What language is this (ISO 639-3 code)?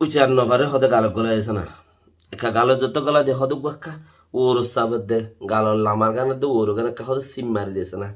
rhg